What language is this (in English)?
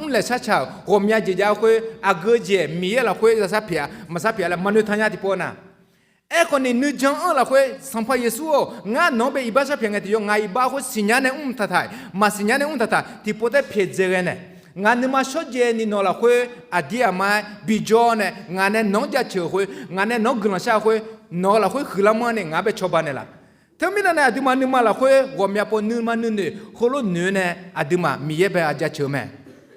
Akha